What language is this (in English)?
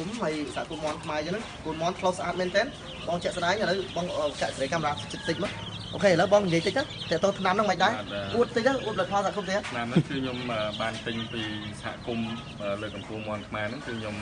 Khmer